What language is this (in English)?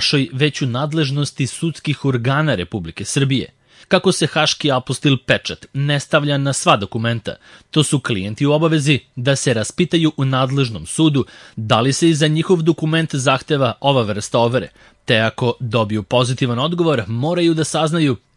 Serbian